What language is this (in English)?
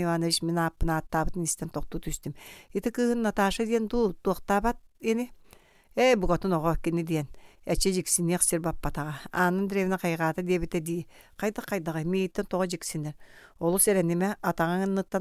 Yakut